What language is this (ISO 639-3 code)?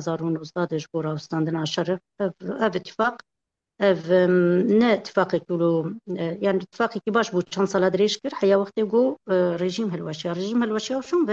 kur